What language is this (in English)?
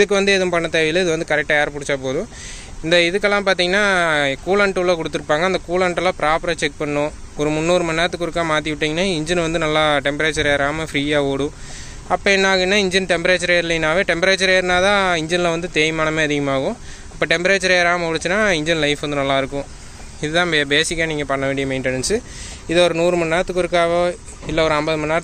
Tamil